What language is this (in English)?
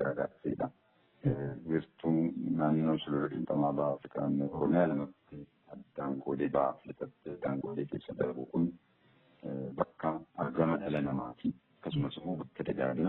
Oromo